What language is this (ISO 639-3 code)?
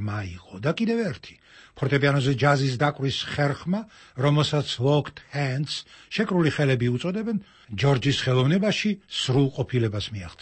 kat